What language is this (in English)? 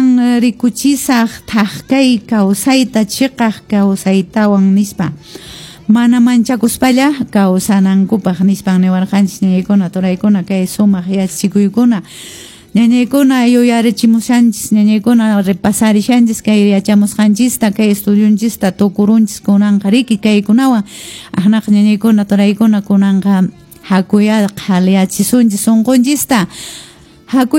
Quechua